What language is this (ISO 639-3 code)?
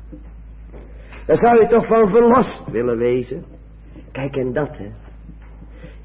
nld